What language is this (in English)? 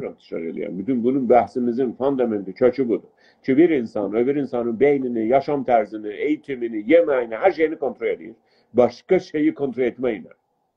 South Azerbaijani